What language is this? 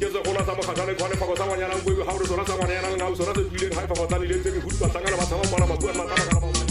Southern Sotho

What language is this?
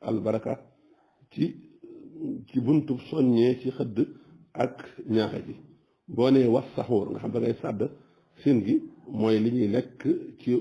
Wolof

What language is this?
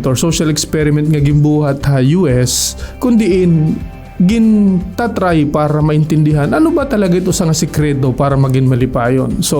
Waray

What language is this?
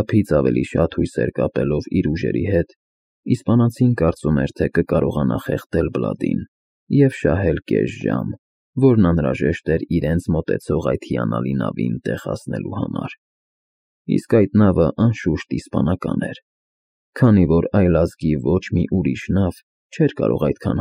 Armenian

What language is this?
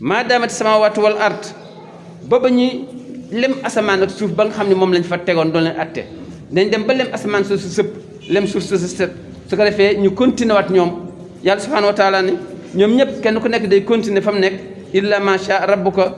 Wolof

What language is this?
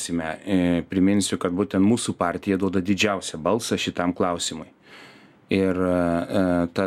Lithuanian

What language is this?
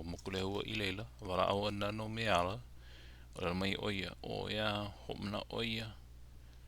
Hawaiian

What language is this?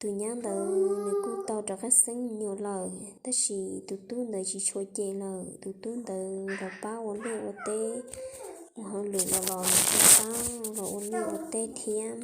Hmong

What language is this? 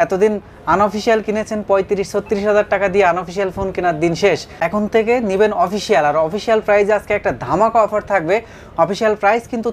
Bangla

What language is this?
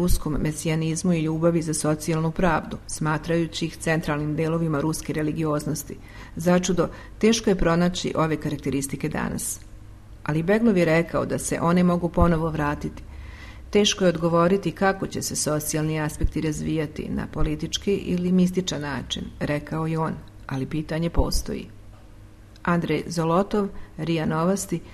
Serbian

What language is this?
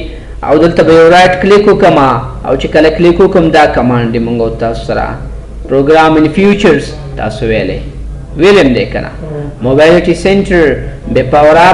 Pashto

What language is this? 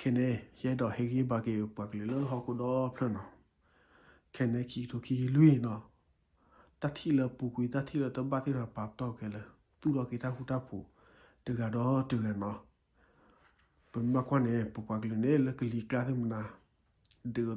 S'gaw Karen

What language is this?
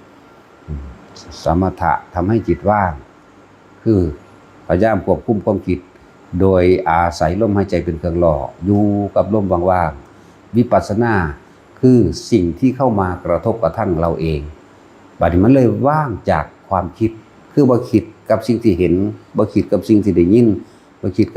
Northeastern Thai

